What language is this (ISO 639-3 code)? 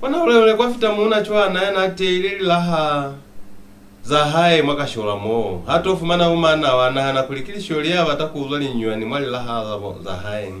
loz